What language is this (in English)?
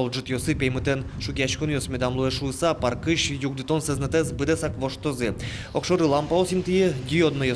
Udmurt